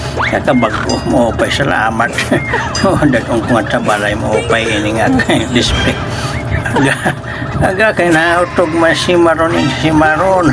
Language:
Waray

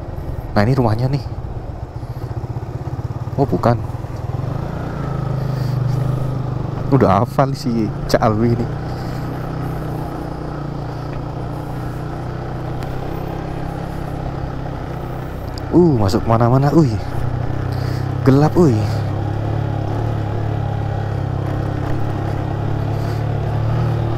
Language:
Indonesian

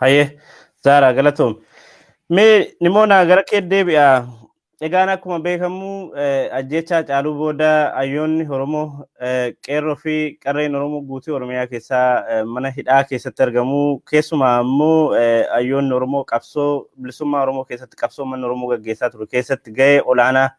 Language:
Oromo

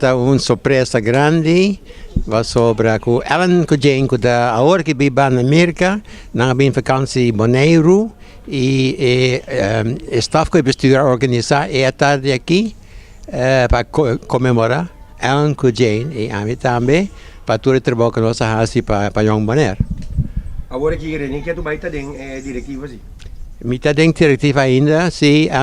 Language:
Papiamento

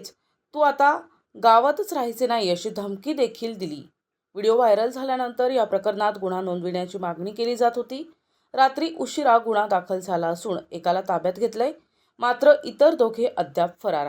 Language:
Marathi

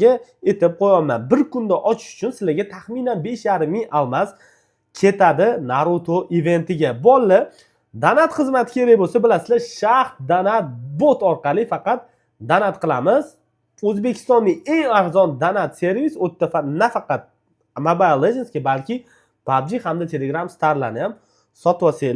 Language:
Uzbek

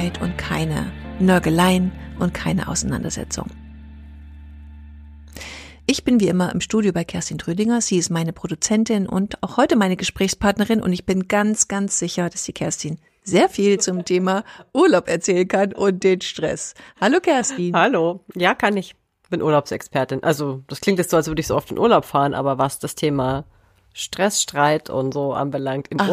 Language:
German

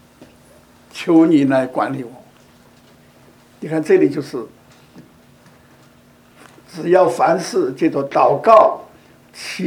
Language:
Chinese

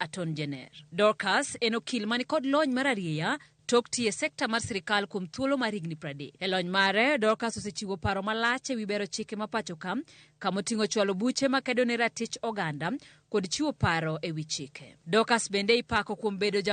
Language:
Luo (Kenya and Tanzania)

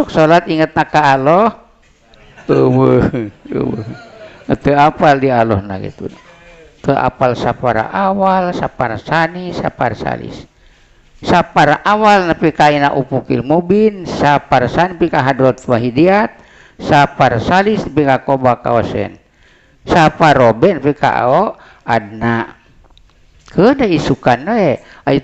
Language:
Sundanese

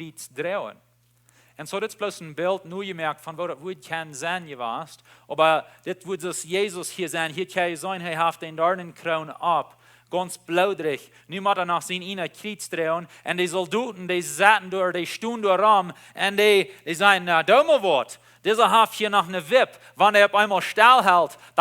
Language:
Plautdietsch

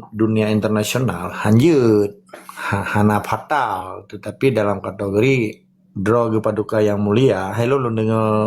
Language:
Achinese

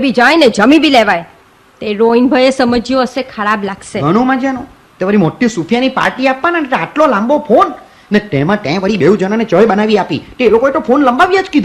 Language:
Gujarati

